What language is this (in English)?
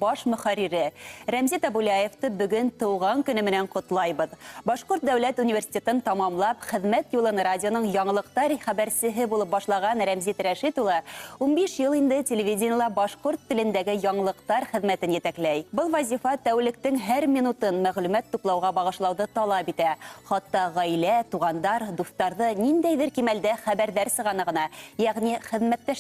Bashkir